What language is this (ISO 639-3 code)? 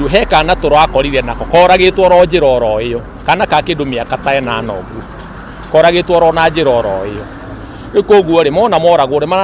kik